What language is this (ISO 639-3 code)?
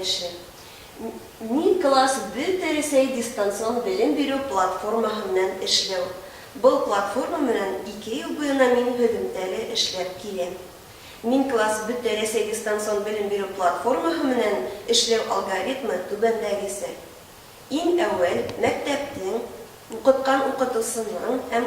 bak